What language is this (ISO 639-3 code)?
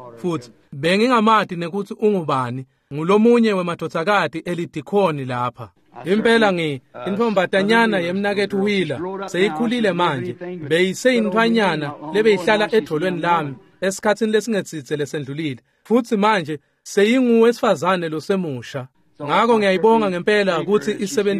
ssw